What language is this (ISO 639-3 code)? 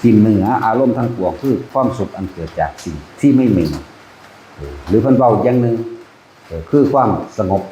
tts